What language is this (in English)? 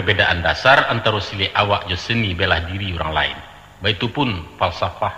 Minangkabau